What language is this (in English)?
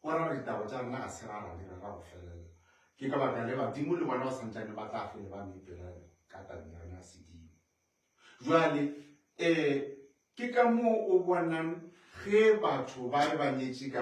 Northern Sotho